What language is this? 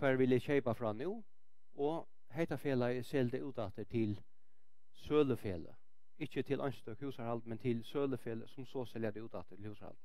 Faroese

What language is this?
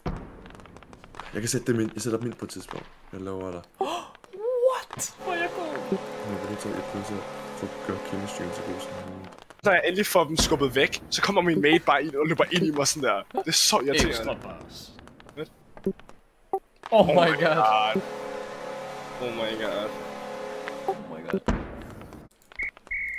Danish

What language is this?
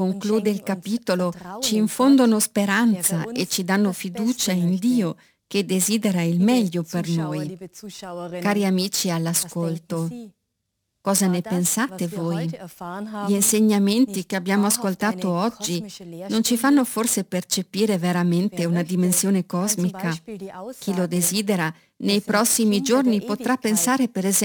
Italian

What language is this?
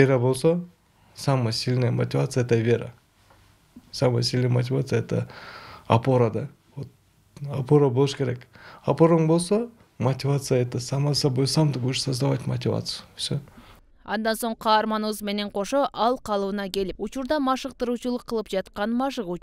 Kyrgyz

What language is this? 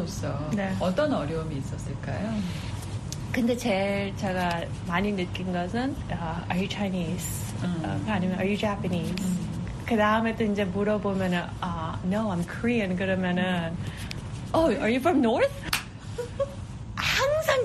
Korean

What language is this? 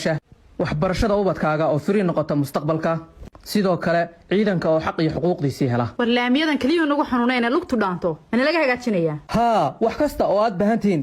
Somali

